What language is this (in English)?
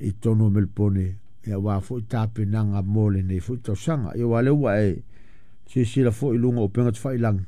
Samoan